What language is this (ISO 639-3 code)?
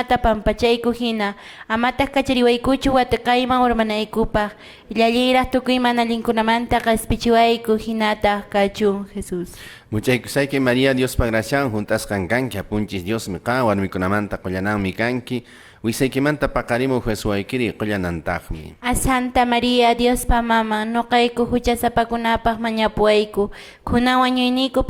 que